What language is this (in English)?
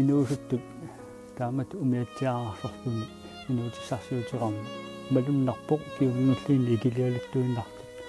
Kalaallisut